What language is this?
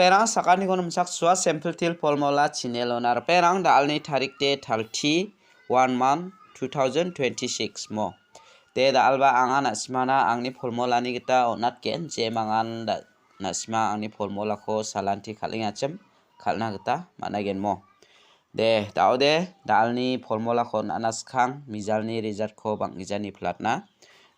Garo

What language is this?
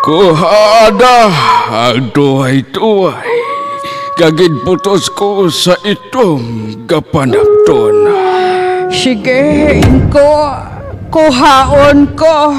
Hiligaynon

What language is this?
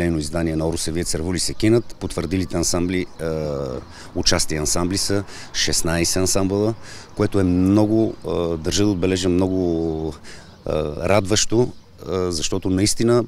Bulgarian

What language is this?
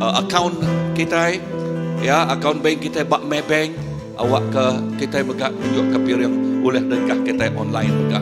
Iban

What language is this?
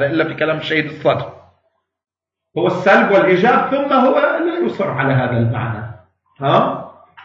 Arabic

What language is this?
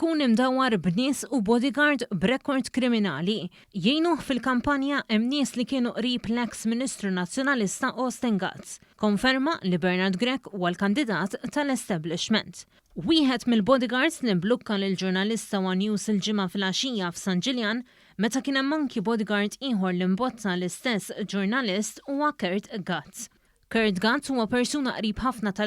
Maltese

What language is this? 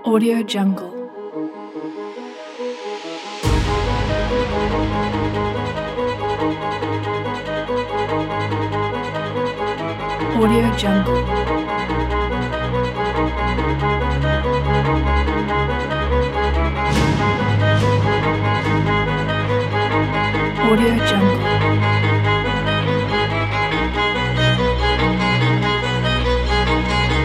Malay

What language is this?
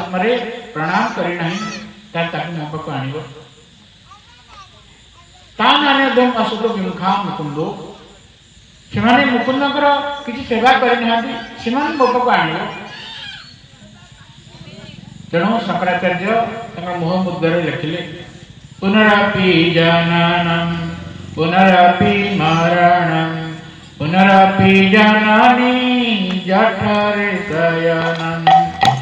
Odia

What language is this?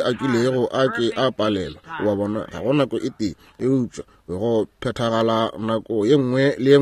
Northern Sotho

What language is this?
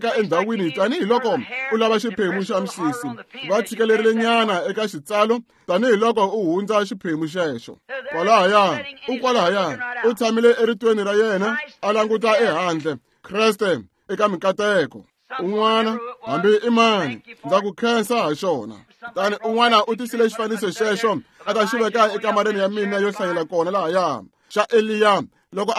Tsonga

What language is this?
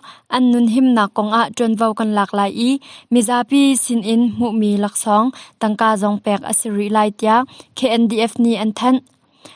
Hakha Chin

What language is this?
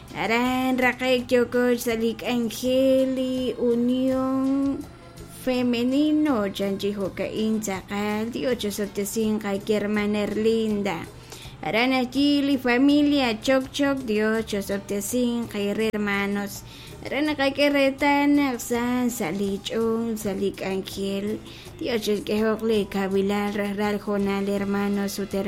Kekchí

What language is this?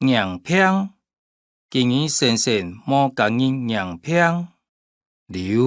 Hakka Chinese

